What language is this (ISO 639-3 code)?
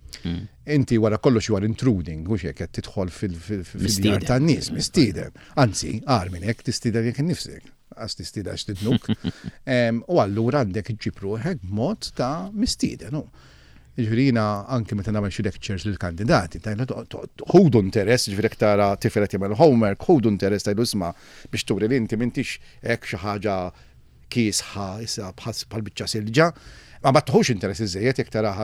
mlt